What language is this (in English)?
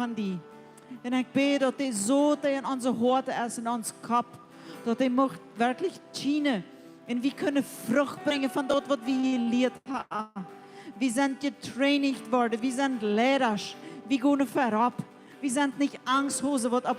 Plautdietsch